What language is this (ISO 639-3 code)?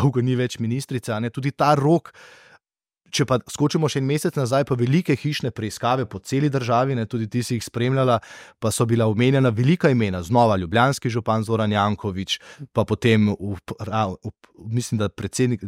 slv